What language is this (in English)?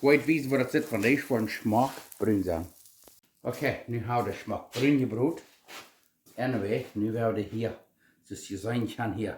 Plautdietsch